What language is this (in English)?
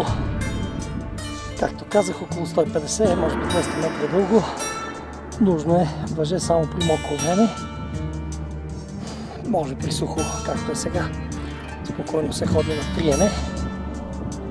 Bulgarian